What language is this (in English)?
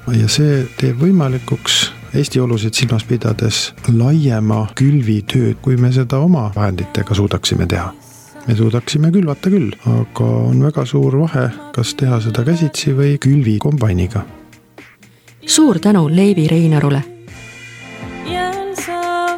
Estonian